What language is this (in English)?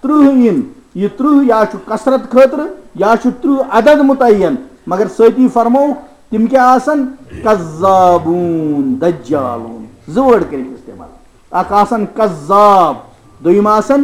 Kashmiri